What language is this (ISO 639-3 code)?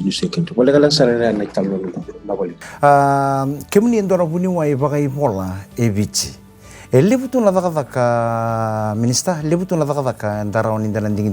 fij